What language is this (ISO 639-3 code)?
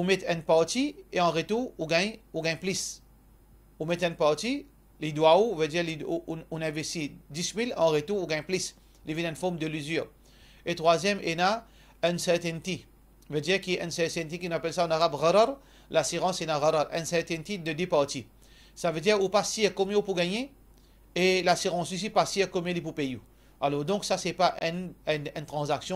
mfe